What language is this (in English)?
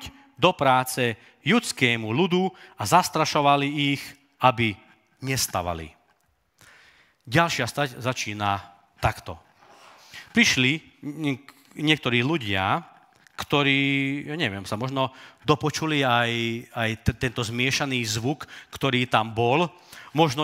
Slovak